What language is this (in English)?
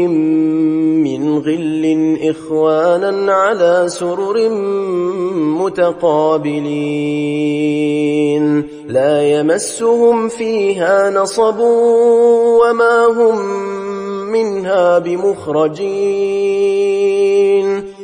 Arabic